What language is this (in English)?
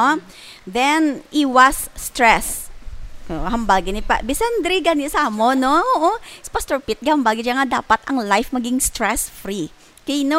Hiligaynon